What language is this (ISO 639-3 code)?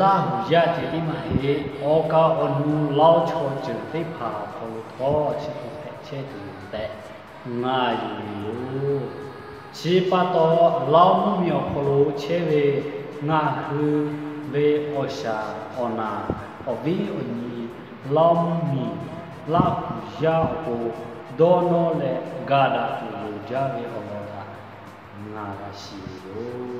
lhu